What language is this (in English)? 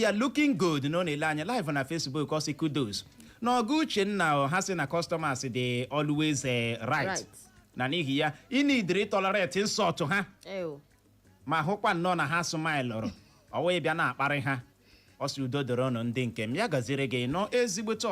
Igbo